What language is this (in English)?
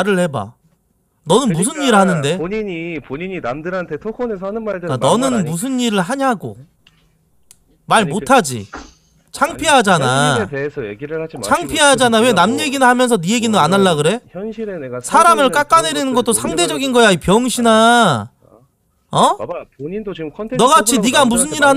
Korean